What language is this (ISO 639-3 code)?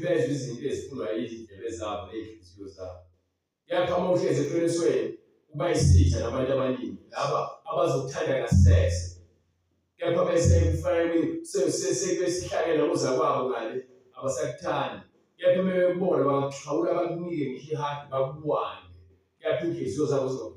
zul